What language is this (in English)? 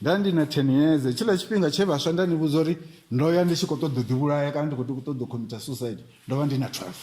Venda